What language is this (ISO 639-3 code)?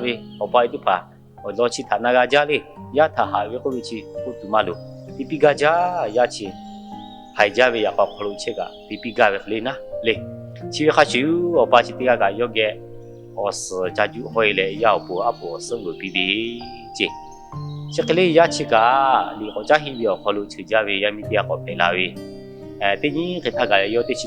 lhu